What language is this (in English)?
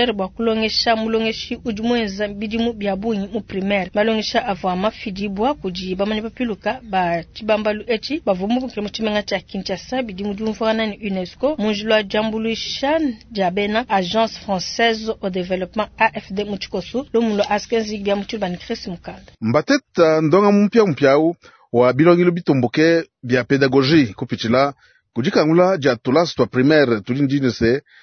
Luba-Lulua